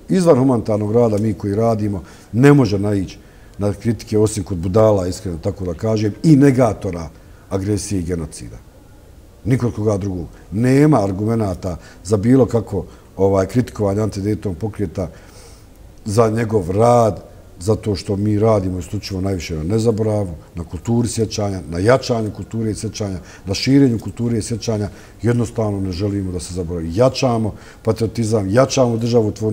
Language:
Bosnian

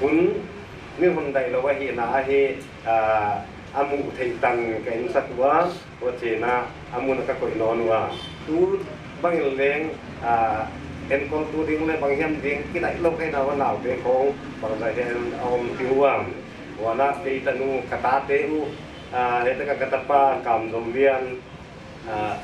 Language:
Paite Chin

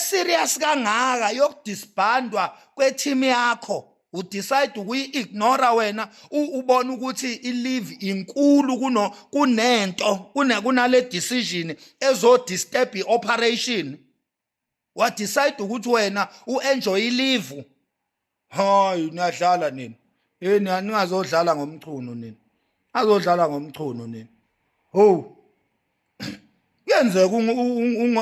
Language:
Zulu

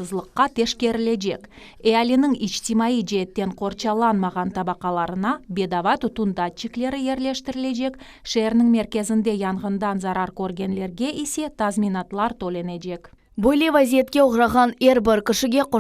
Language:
Crimean Tatar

